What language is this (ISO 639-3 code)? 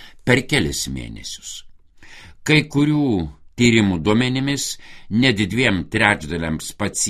lit